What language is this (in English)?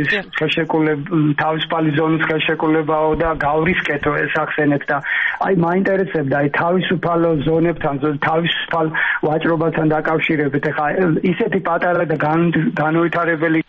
Georgian